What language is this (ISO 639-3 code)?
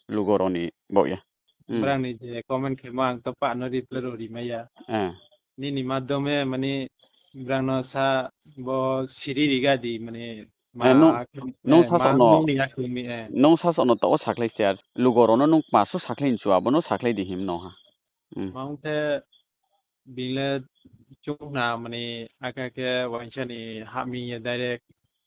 ria